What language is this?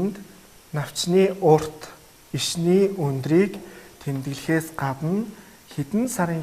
Mongolian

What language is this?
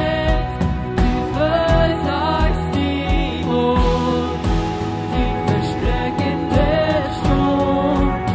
Plautdietsch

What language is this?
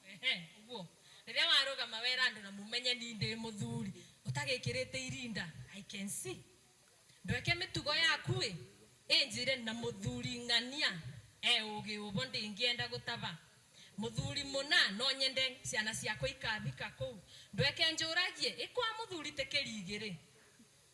Kikuyu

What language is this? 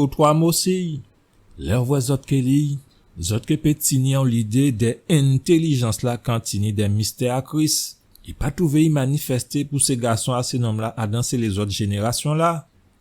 Guadeloupean Creole French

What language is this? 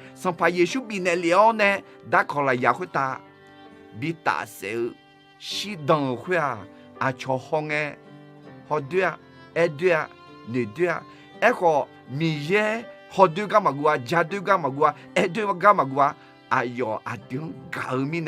Akha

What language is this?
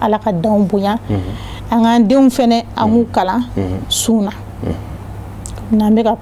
Bambara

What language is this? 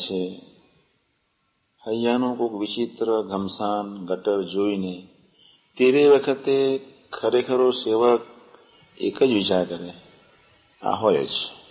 Gujarati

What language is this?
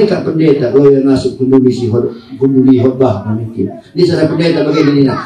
Batak Karo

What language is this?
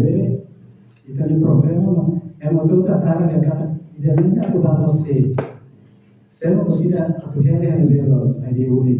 Tetum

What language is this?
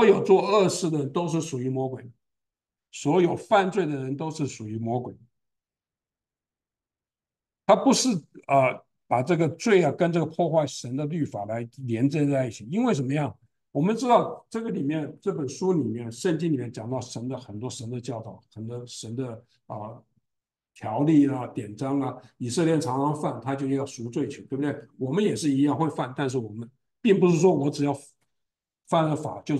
Chinese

